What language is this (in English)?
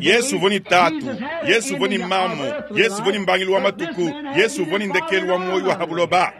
Luba-Lulua